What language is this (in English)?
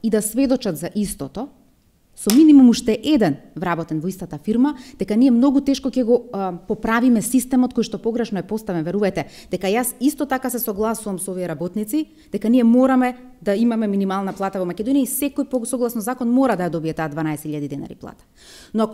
Macedonian